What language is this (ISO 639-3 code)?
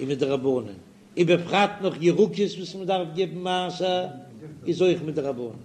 yid